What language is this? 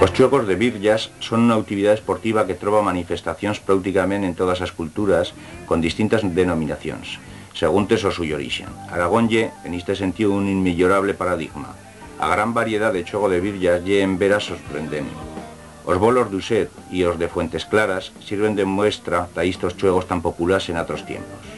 Aragonese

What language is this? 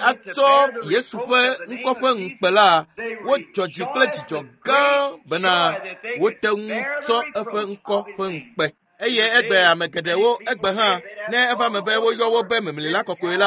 Ewe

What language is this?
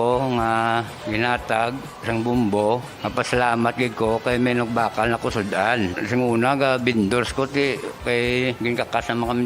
Hiligaynon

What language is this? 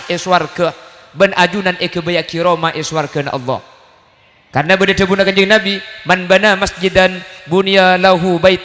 Madurese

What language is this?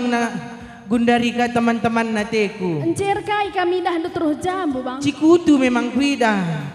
Batak Karo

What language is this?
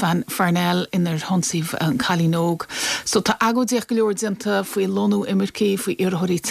Irish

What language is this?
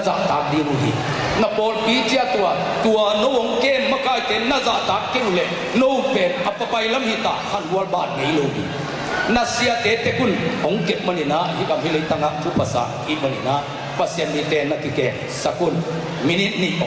Tedim Chin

